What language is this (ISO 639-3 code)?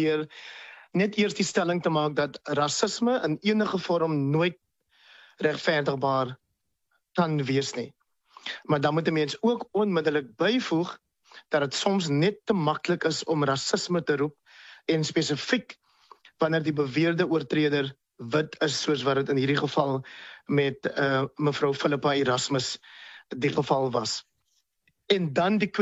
afr